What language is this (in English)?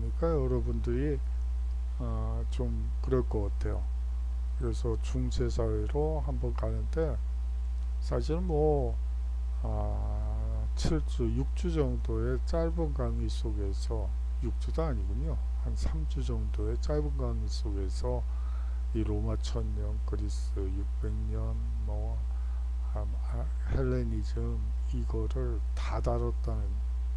Korean